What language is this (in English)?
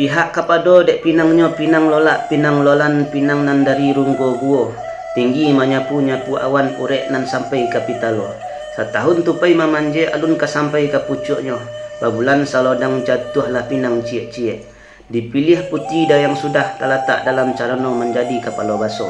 Minangkabau